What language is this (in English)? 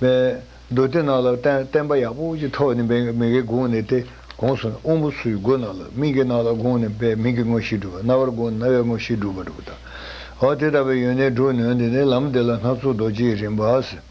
Tibetan